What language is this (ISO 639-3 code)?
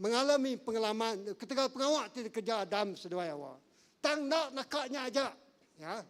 iba